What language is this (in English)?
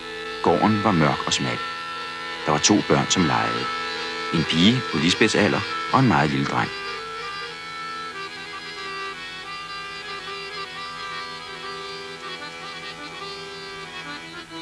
Danish